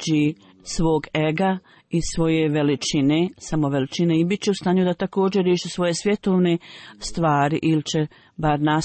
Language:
Bosnian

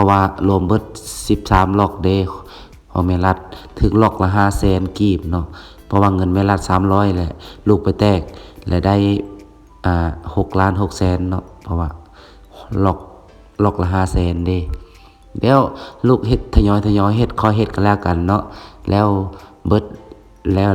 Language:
Lao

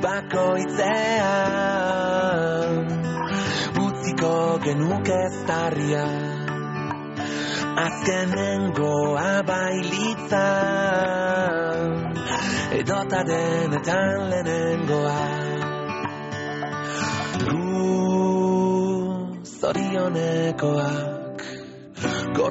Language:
Basque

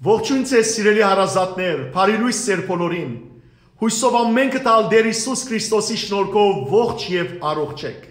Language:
Western Armenian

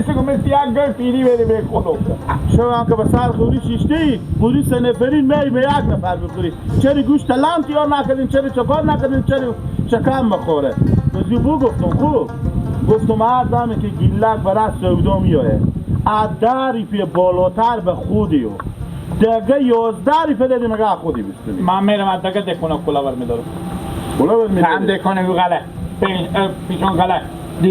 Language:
Hazaragi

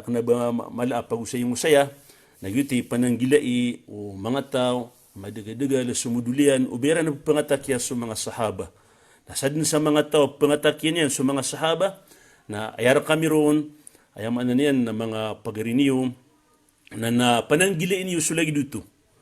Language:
Maranao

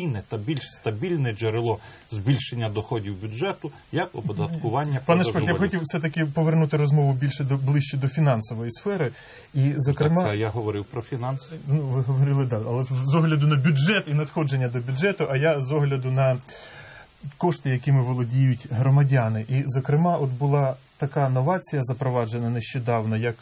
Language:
Ukrainian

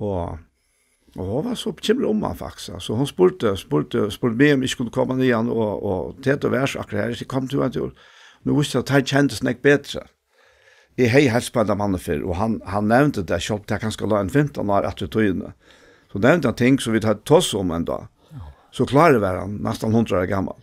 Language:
Faroese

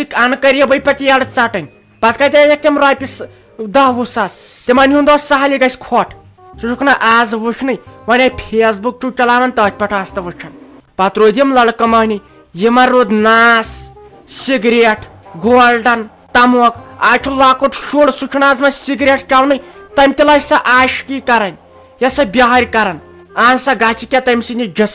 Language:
Kashmiri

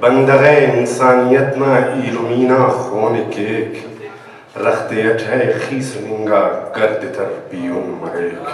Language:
Brahui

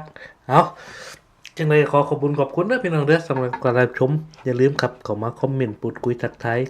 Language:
Northeastern Thai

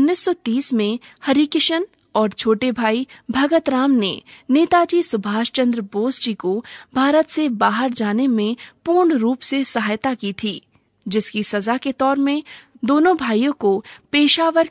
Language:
Hindi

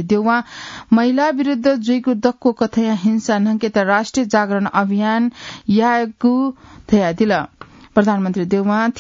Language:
Newari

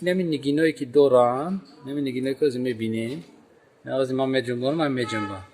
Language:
Tajik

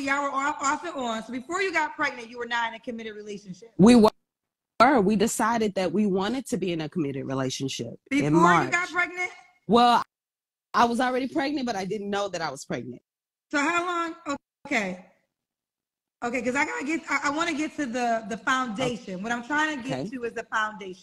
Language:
English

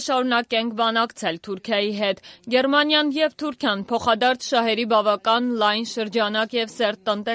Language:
Armenian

